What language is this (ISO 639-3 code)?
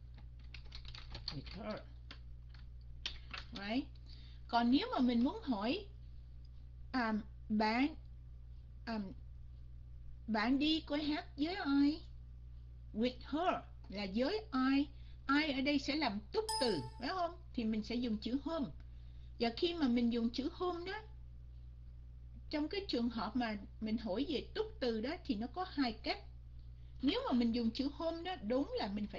vie